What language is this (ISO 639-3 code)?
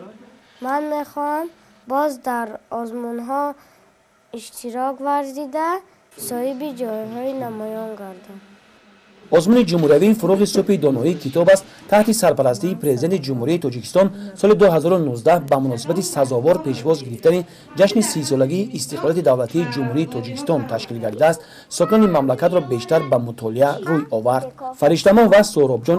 tgk